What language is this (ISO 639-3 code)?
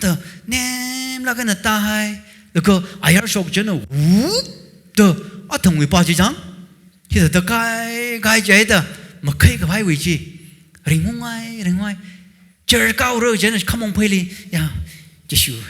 nmf